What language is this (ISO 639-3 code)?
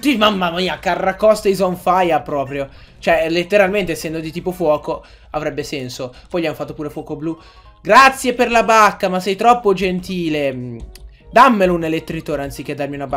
ita